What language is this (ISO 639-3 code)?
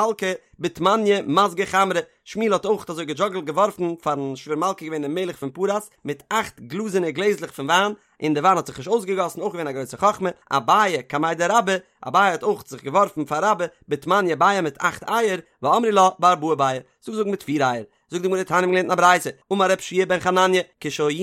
yid